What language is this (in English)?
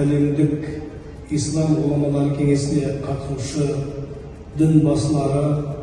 Kazakh